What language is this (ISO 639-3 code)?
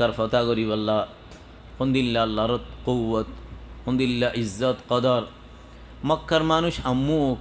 rhg